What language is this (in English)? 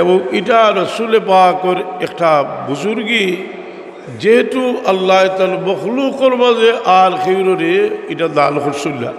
Sylheti